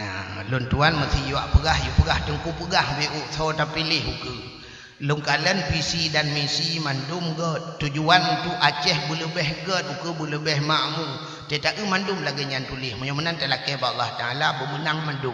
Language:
Achinese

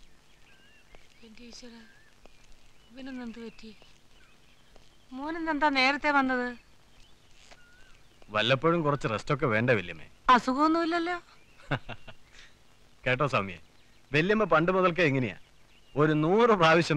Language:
Malayalam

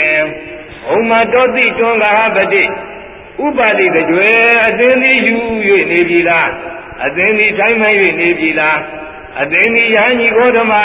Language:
Burmese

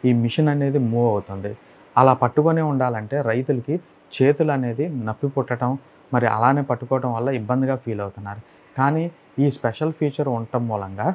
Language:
Telugu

